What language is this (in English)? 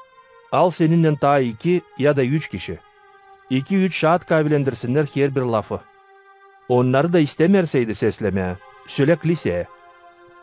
Gagauz